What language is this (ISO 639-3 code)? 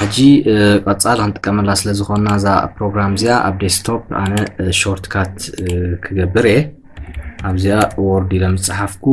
tir